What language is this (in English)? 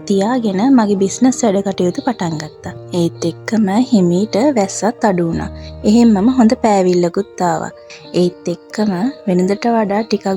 Sinhala